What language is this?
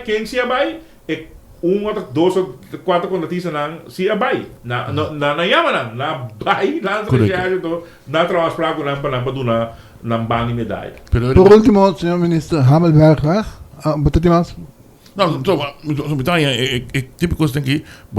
Papiamento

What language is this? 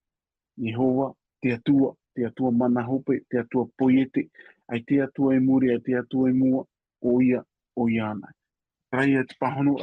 Tahitian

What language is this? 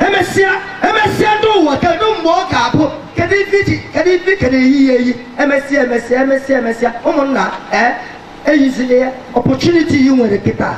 Igbo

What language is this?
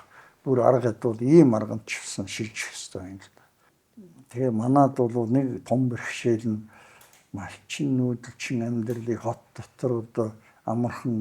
Mongolian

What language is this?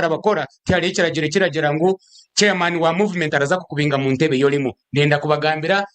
Nyankole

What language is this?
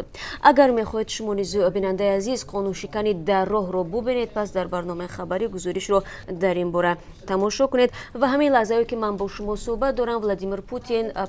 Tajik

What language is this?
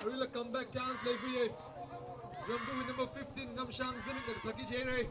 Tangkhul Naga (India)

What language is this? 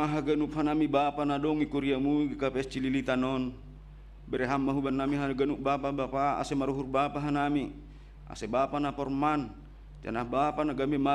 Batak Simalungun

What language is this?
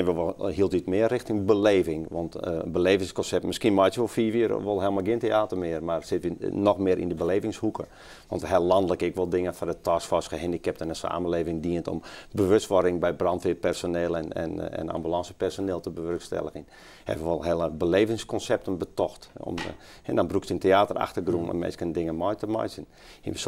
Western Frisian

